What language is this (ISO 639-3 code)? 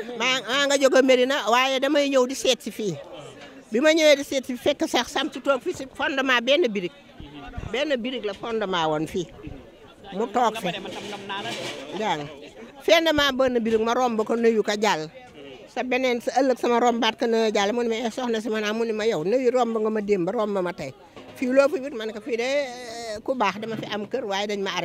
wol